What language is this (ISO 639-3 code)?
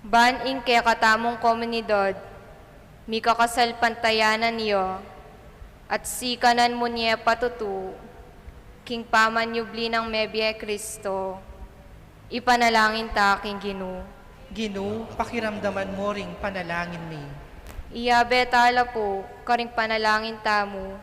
pam